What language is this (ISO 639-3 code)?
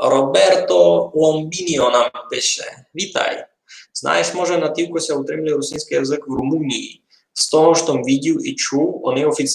rue